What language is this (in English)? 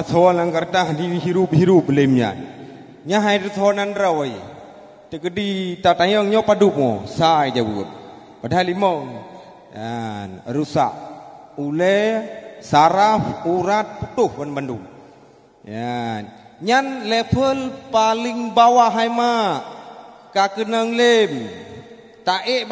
Achinese